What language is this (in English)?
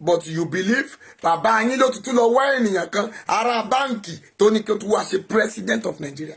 Yoruba